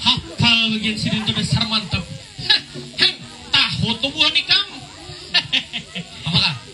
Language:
Banjar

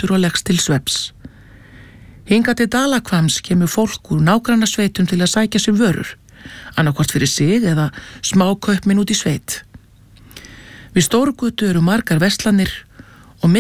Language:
Icelandic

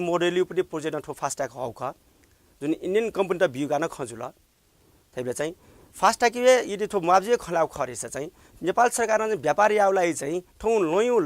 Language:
Newari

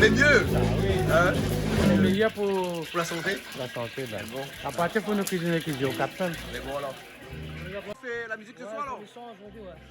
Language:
Réunion Creole French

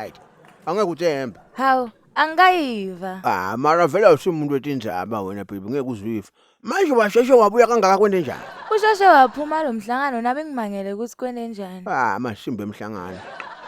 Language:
Zulu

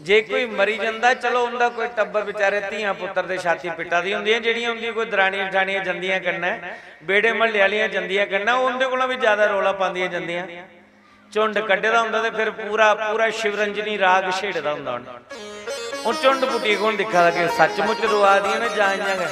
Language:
Dogri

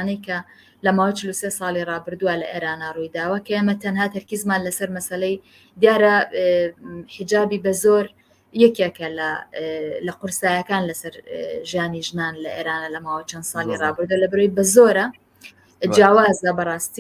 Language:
Central Kurdish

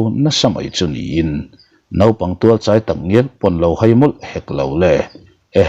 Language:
Mizo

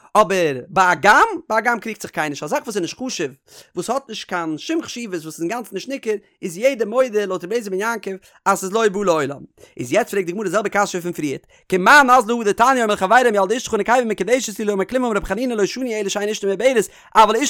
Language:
Yiddish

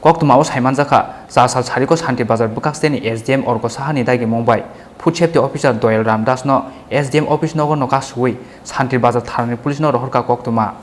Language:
Kok Borok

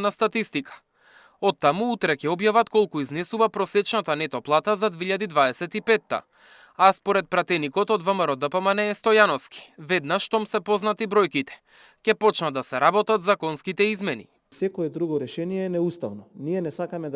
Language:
Macedonian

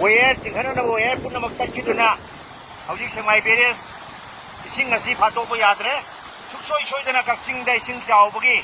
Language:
Manipuri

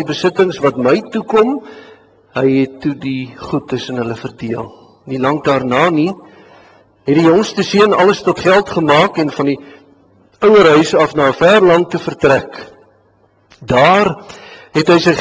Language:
Afrikaans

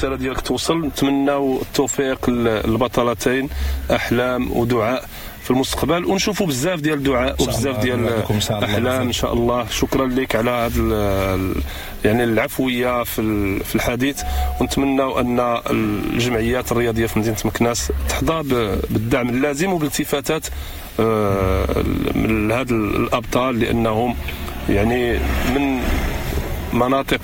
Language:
Moroccan Arabic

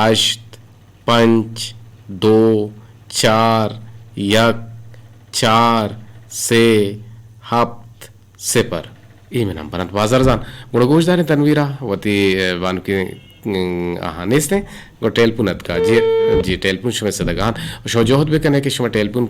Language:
Eastern Balochi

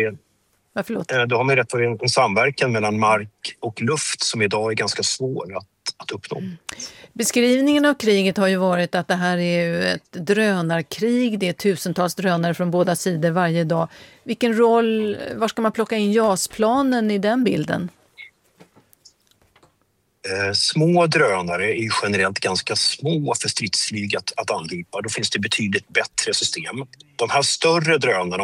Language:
Swedish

